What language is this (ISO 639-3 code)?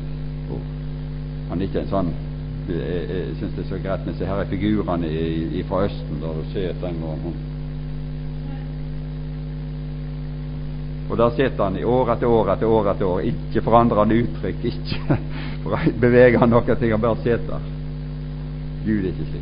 nor